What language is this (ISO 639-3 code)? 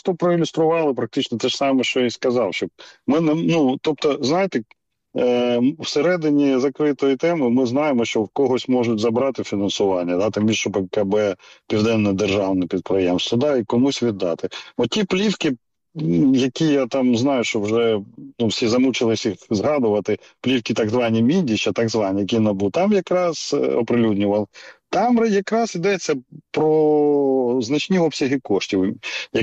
ukr